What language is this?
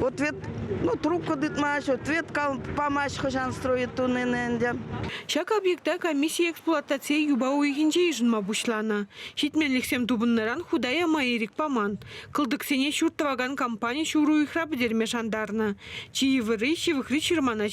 Chuvash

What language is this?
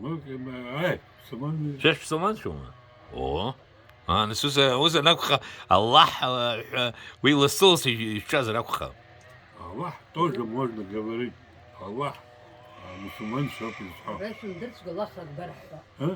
Abkhazian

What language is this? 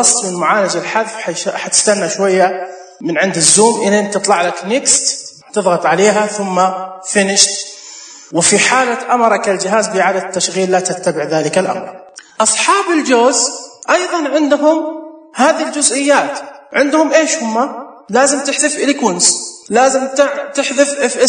Najdi Arabic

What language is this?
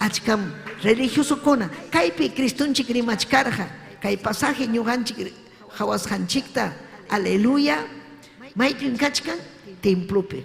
Ayacucho Quechua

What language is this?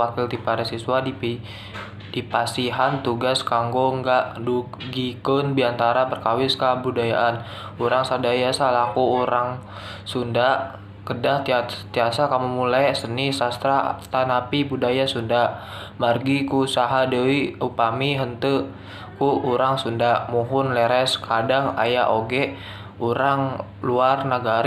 Sundanese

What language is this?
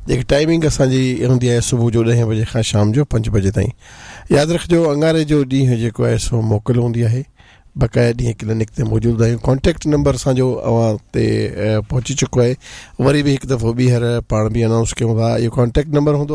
Sindhi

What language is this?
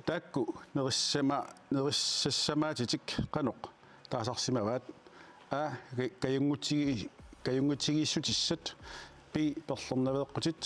Kalaallisut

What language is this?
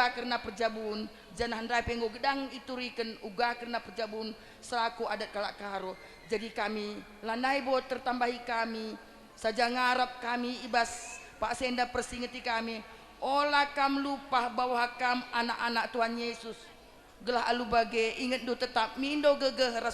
Batak Karo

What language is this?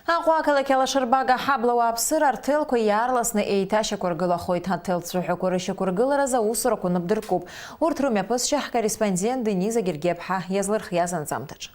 Abkhazian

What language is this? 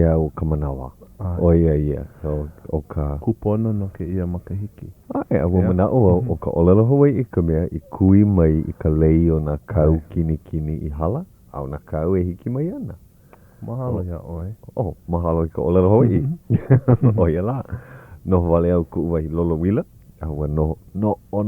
Hawaiian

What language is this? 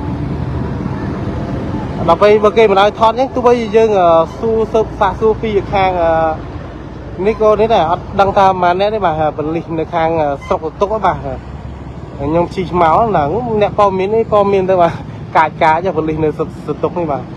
Khmer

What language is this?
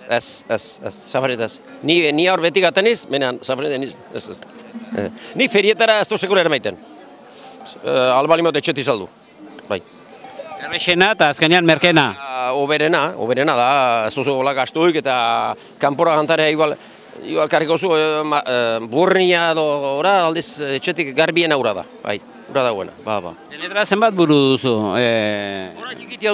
Basque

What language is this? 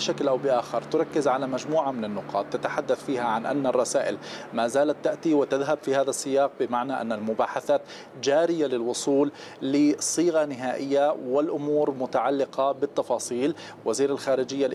Arabic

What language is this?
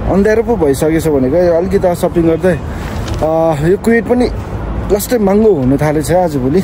Nepali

